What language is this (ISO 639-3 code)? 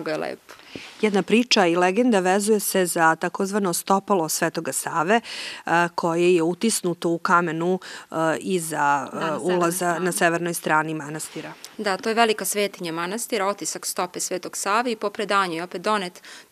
srp